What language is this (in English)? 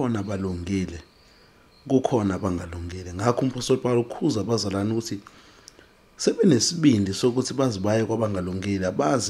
Zulu